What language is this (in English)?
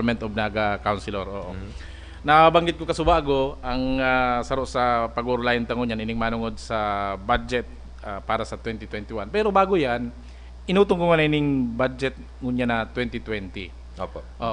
Bikol